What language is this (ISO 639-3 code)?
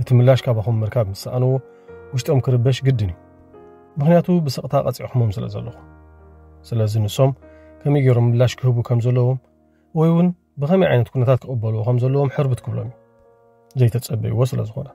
tir